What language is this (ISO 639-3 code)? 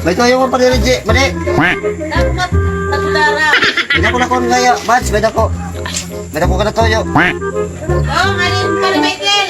war